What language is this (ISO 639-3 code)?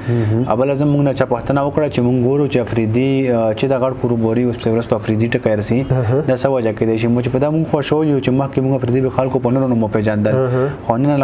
pus